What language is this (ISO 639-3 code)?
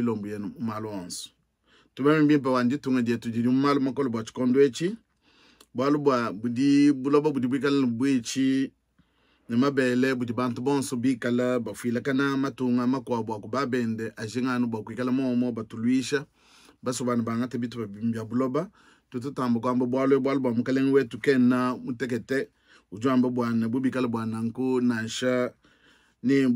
lua